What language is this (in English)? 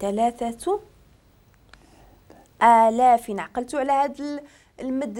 Moroccan Arabic